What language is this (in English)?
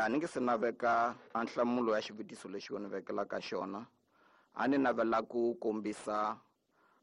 Tsonga